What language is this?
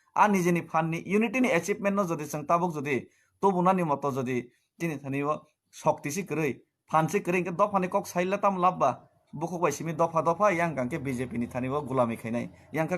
Kok Borok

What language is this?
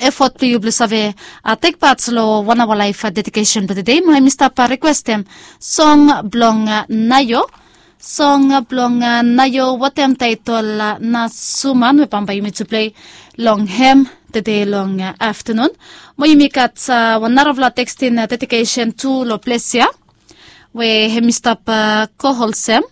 Bislama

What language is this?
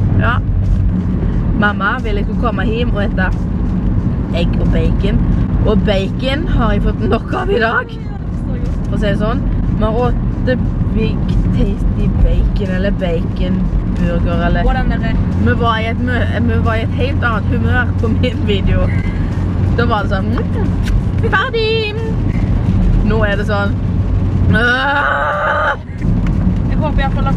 Norwegian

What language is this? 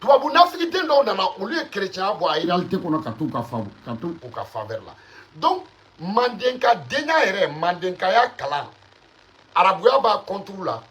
Bambara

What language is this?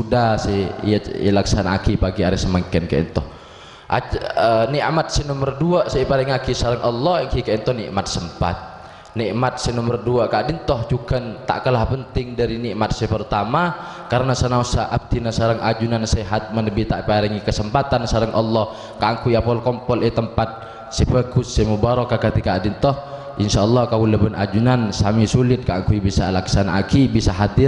Madurese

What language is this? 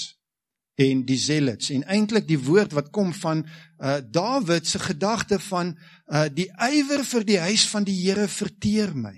Afrikaans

